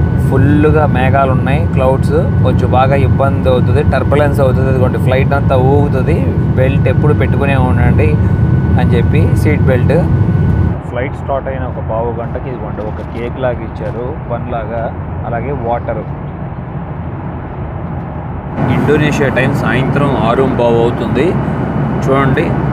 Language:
Telugu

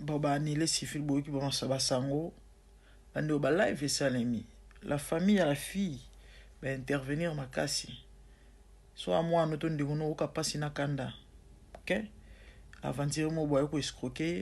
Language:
Lingala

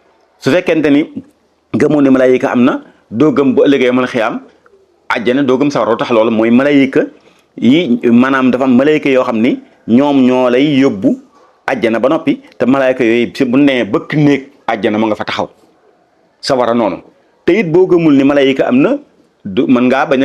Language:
Wolof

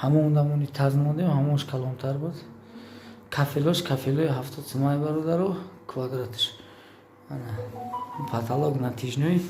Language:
Tajik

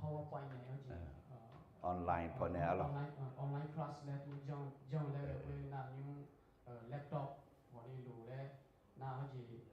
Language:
Akha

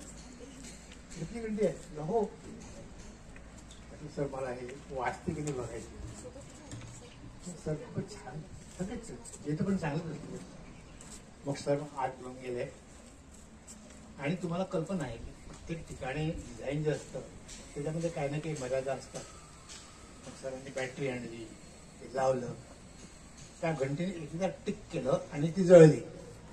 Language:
Marathi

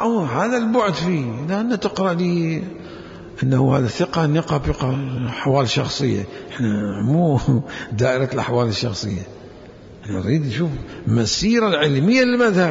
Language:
Mesopotamian Arabic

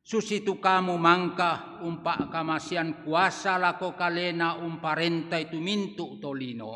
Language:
Toraja-Sa'dan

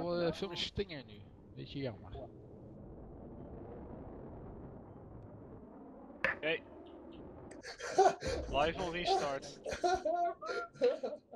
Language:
Dutch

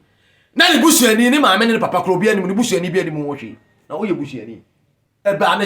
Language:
Akan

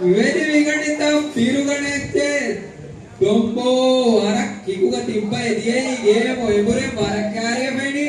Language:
Divehi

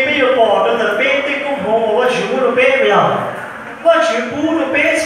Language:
Hmong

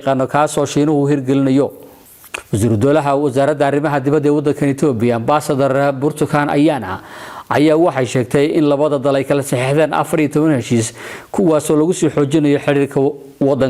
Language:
Somali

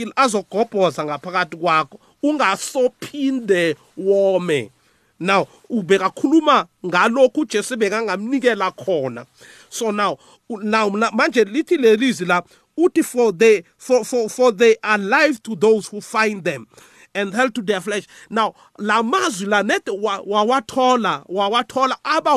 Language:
South Ndebele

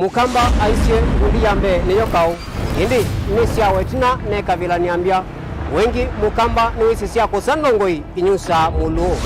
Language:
Kamba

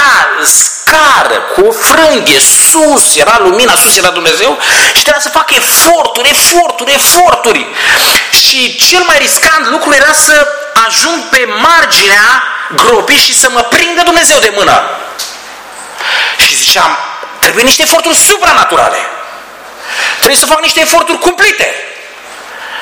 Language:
Romanian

